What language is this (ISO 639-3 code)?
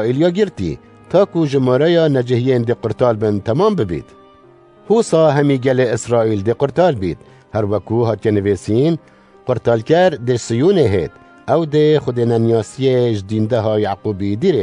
kur